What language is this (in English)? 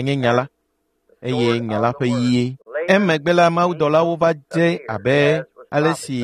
Ewe